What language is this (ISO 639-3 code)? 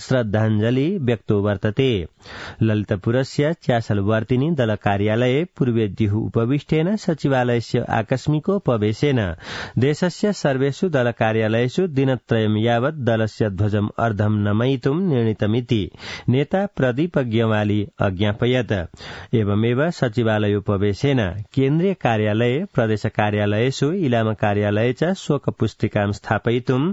san